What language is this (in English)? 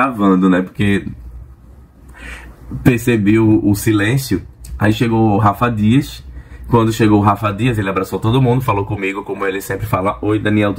Portuguese